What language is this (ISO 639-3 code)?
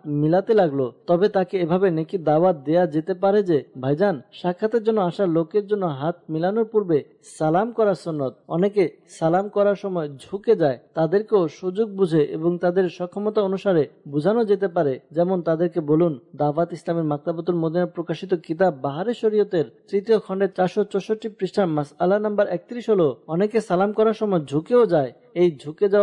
ben